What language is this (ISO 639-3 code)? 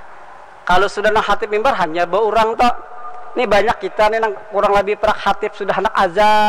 bjn